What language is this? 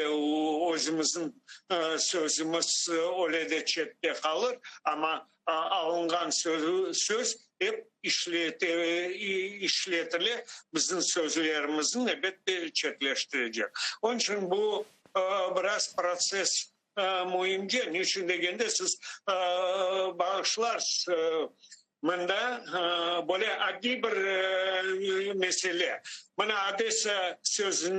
Crimean Tatar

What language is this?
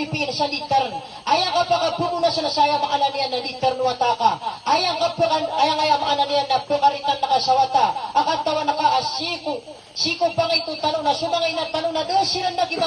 Maranao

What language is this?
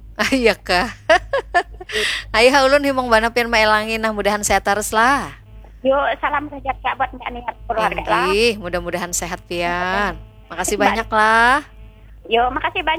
Banjar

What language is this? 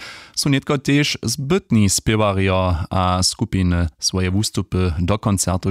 Upper Sorbian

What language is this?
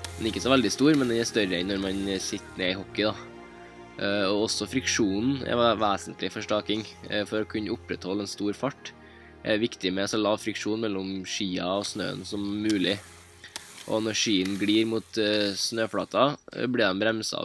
Norwegian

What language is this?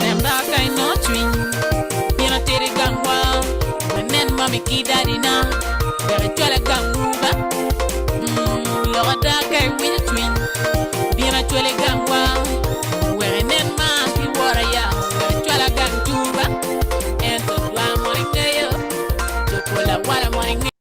Acoli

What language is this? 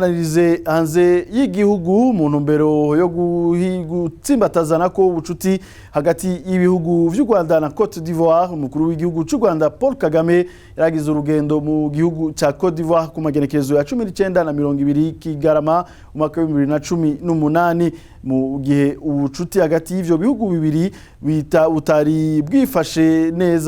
Rundi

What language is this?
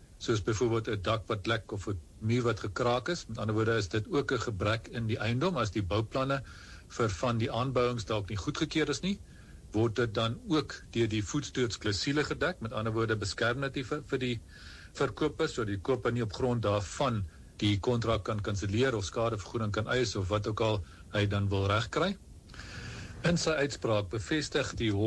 Afrikaans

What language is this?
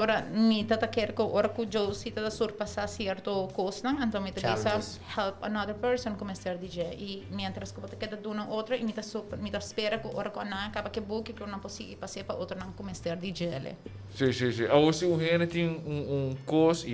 Papiamento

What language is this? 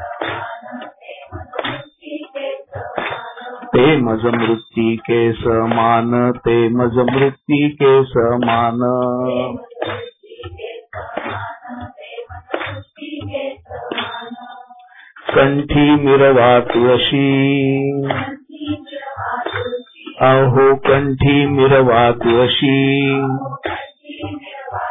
Marathi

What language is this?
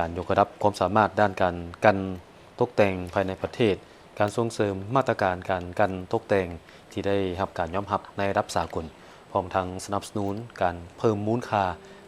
Lao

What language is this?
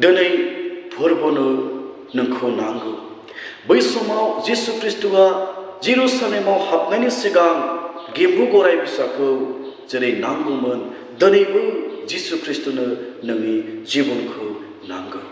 Bodo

